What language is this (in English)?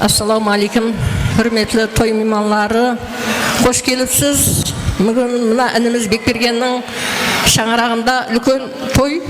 Kara-Kalpak